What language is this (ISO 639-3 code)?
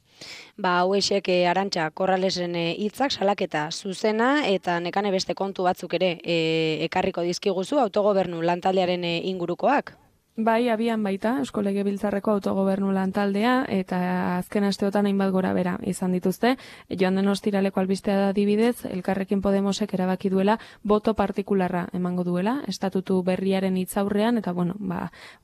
eus